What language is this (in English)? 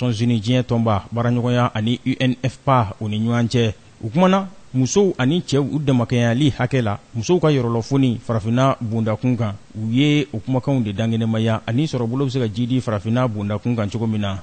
Bambara